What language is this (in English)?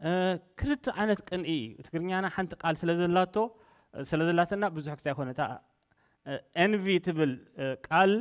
Tigrinya